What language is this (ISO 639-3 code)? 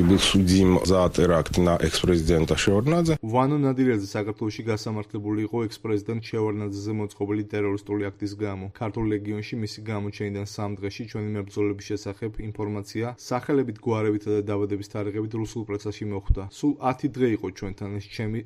kat